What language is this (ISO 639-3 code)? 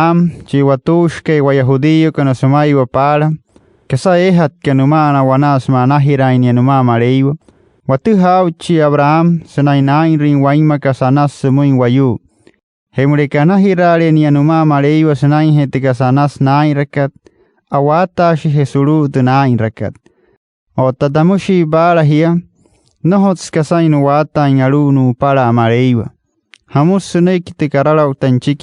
guc